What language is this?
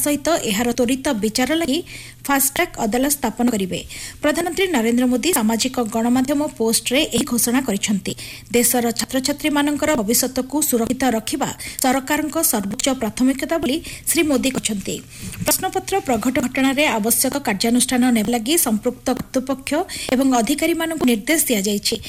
Odia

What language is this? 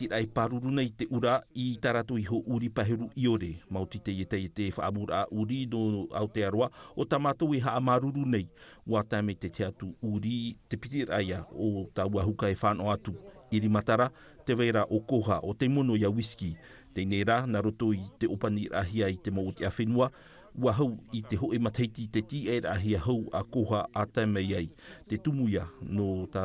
Tahitian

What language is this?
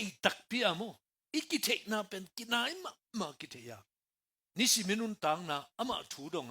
Tedim Chin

